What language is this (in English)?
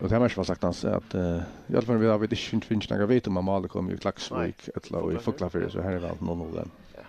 Faroese